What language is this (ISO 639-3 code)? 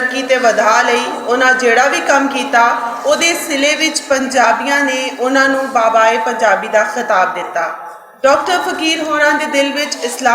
lah